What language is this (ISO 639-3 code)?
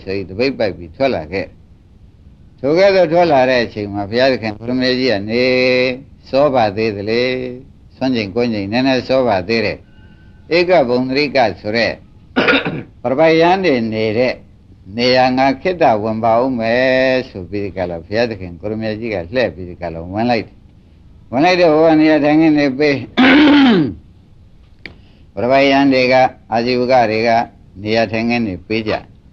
mya